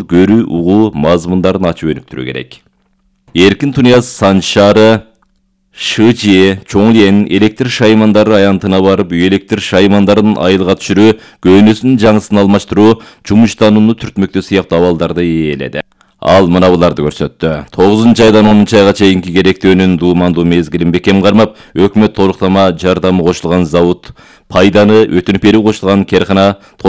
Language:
Kyrgyz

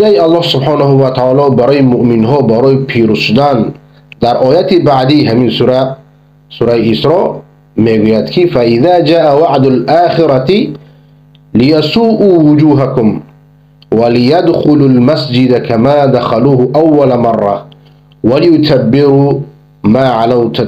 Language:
Persian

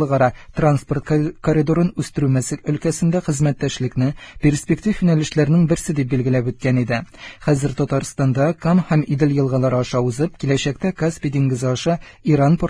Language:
Tatar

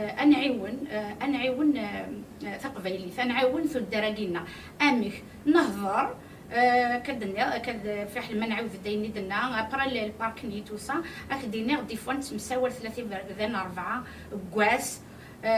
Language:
Kabyle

